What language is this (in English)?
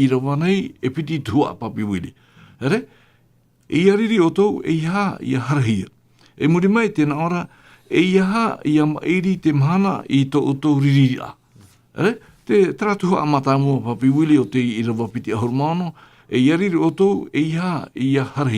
Tahitian